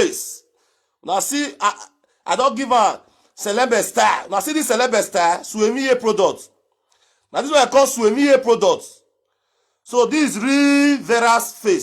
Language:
Nigerian Pidgin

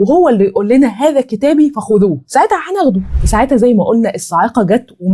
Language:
Egyptian Arabic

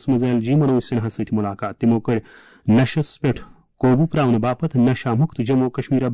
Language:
Kashmiri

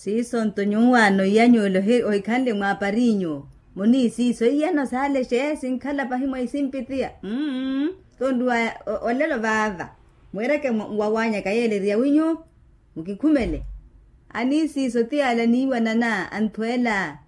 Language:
Makhuwa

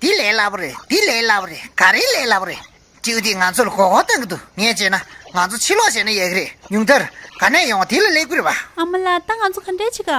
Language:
Tibetan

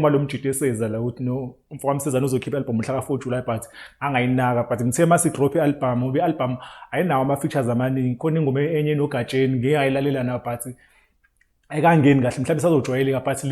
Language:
Zulu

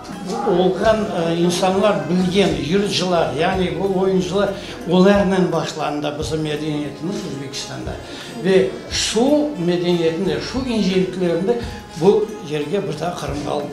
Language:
Crimean Tatar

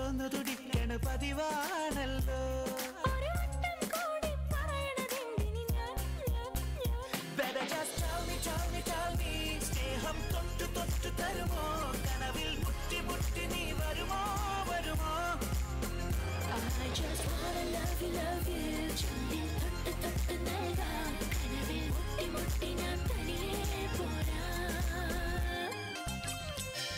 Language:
Malayalam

